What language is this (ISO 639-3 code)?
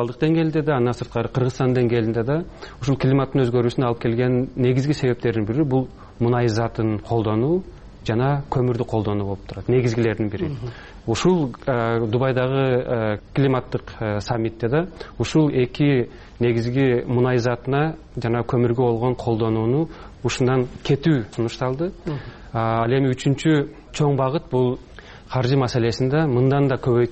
kir